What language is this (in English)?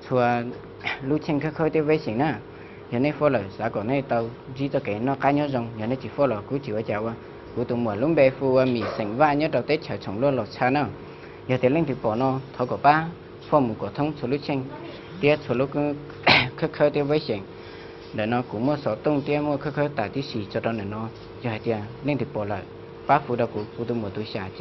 Hmong